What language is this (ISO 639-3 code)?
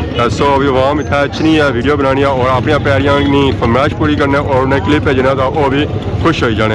phr